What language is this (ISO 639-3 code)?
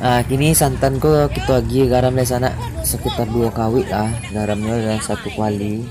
min